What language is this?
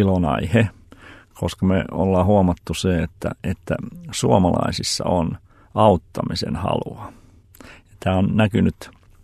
Finnish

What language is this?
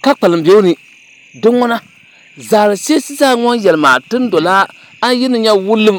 Dagbani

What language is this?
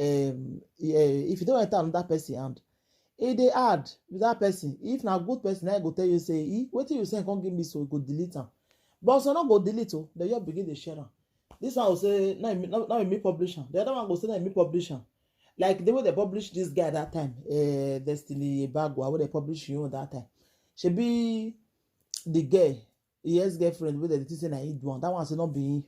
Nigerian Pidgin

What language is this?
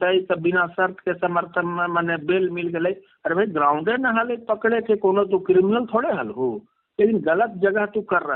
Magahi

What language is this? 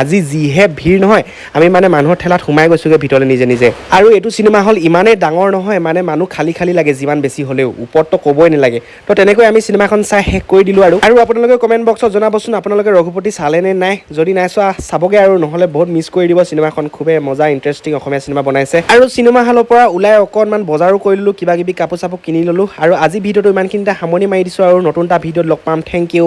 Assamese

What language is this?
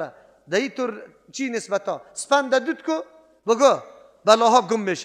Persian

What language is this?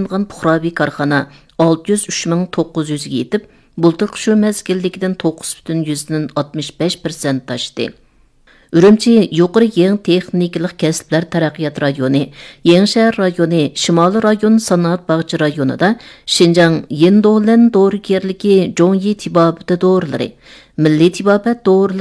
Uyghur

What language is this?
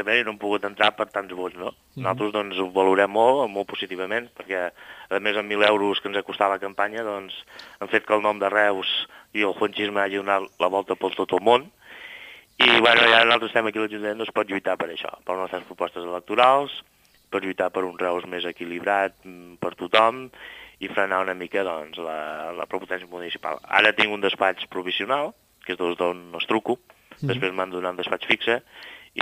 Catalan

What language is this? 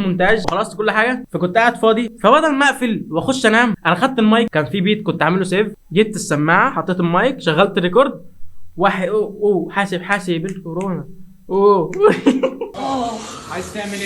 Egyptian Arabic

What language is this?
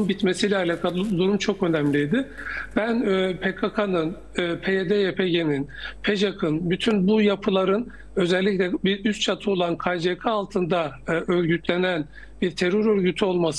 Turkish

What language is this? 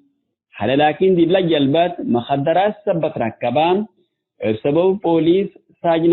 Tigre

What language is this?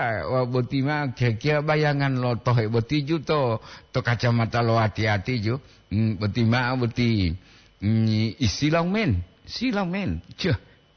Gorontalo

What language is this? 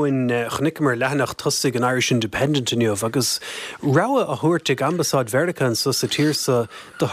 Irish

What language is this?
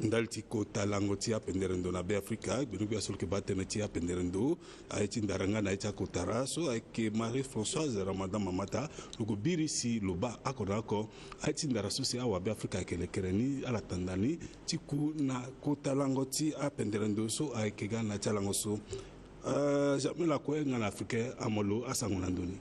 Sango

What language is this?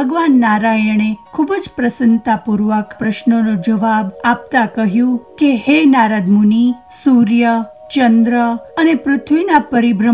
Gujarati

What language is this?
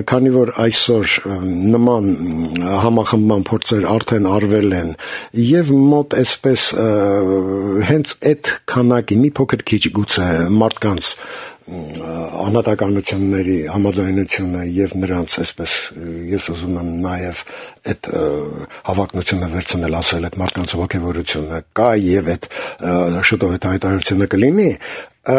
Armenian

